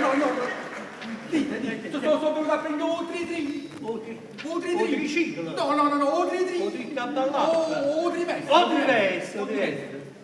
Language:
Neapolitan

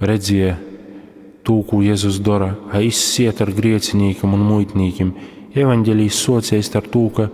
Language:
Latgalian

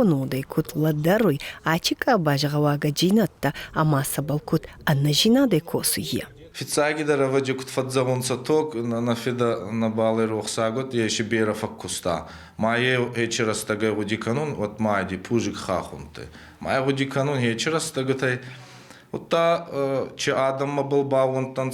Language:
Ossetic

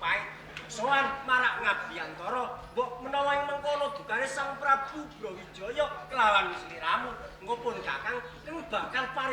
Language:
Javanese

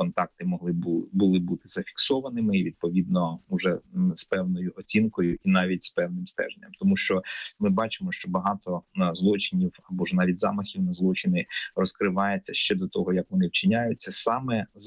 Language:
Ukrainian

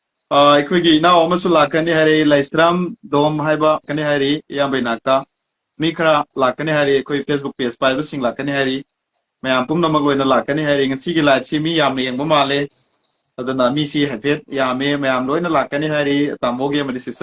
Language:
Manipuri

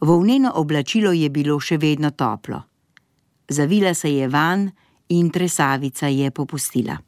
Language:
Slovenian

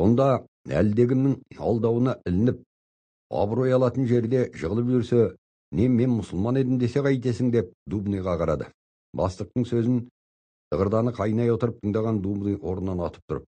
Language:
Kazakh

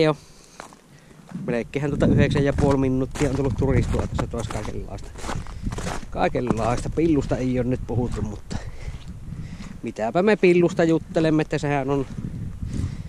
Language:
Finnish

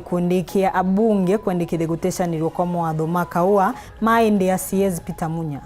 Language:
Meru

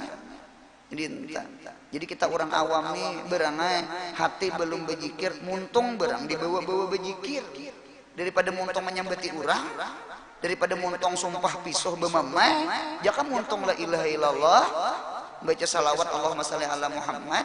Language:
Banjar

